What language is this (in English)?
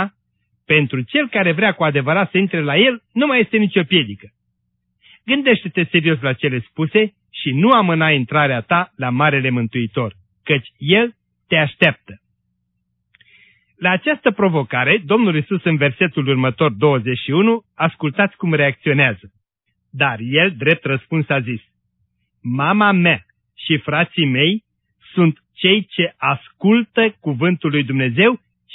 Romanian